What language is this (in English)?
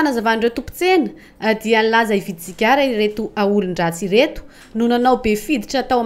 Malagasy